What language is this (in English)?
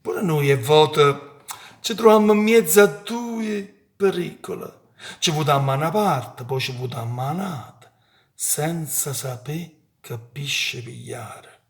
Neapolitan